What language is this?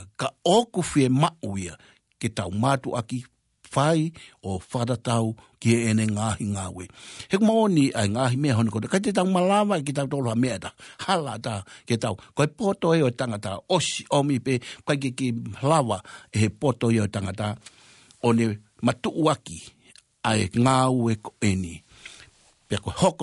Tongan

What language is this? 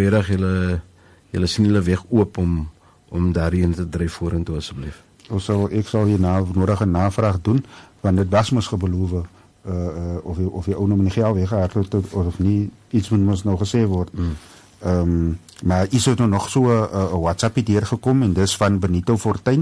Afrikaans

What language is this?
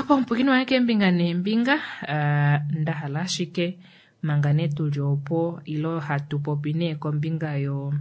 Kuanyama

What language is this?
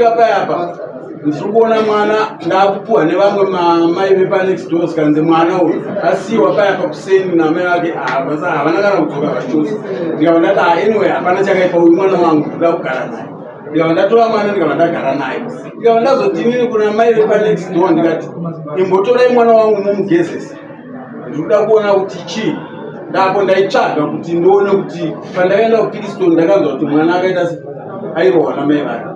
Shona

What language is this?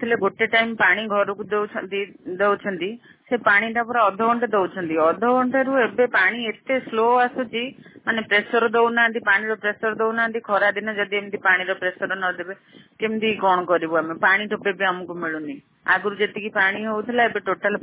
Odia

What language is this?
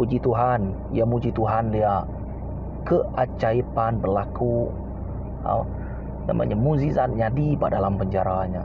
Iban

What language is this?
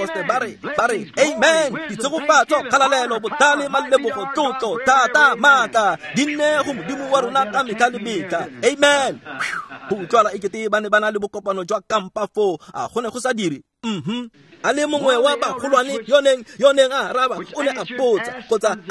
Tswana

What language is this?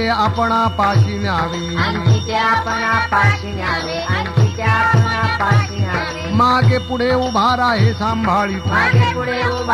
Marathi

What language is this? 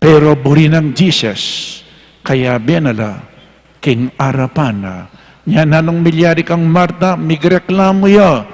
Pampanga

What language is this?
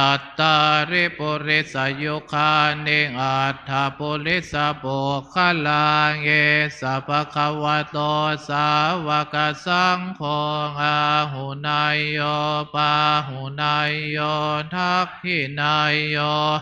Pali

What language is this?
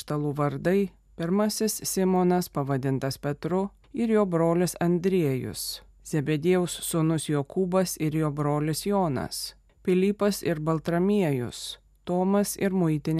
Lithuanian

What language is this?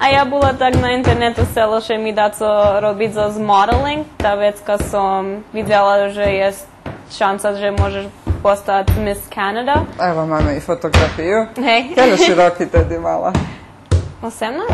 Rusyn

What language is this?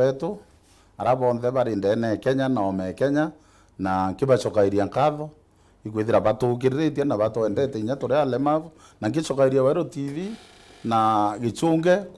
Meru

